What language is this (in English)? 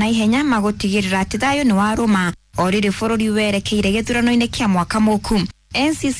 Kikuyu